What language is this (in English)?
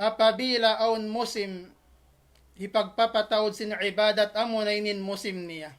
Tausug